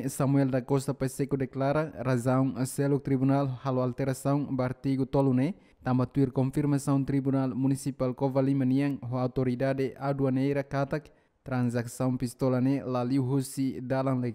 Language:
Tetum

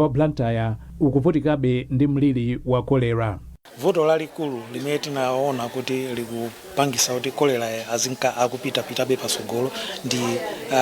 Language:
Nyanja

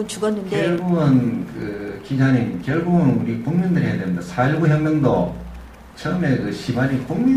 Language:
Korean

